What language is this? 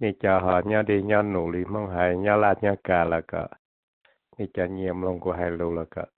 Hmong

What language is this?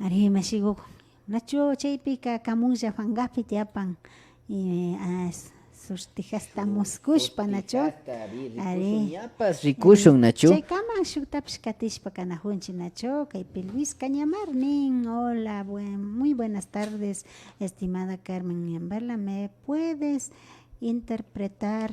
Imbabura Highland Quichua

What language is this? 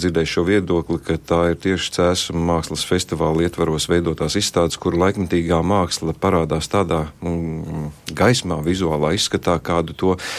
Latvian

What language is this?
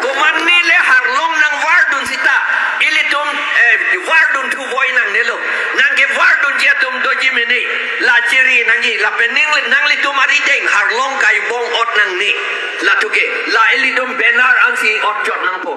Karbi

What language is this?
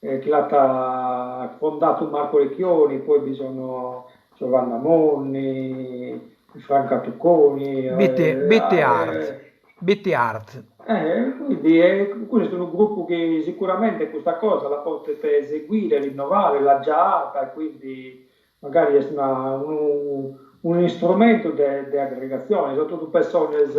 Sardinian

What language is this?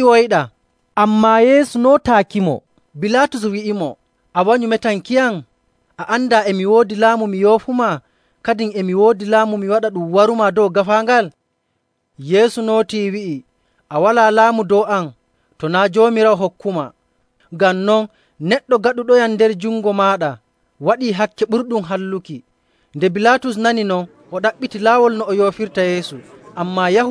Nigerian Fulfulde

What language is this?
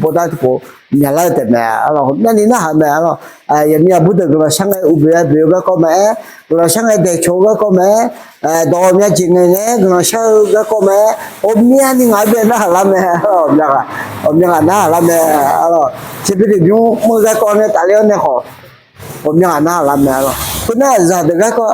Akha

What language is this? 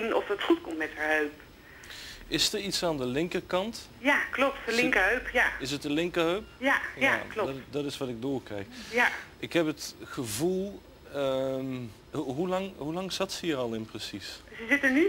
Dutch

